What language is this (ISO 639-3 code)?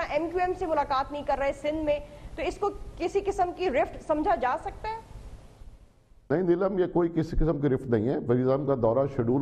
urd